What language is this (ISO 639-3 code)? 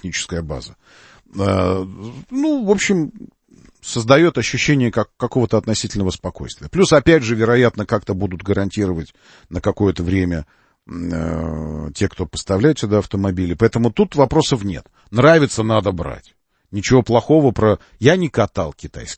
rus